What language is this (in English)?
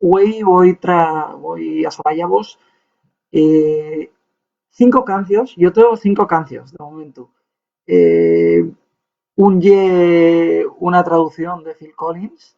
Asturian